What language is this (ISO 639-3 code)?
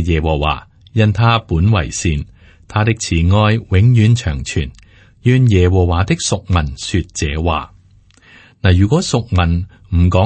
yue